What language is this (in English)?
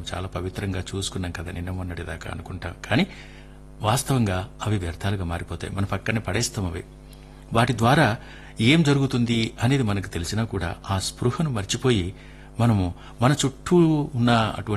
Telugu